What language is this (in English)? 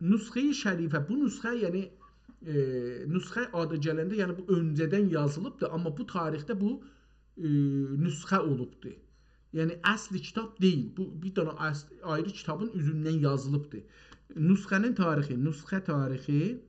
South Azerbaijani